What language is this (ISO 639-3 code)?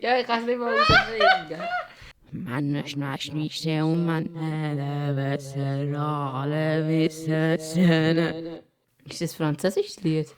gsw